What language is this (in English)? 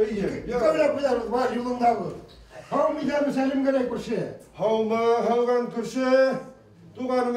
Bashkir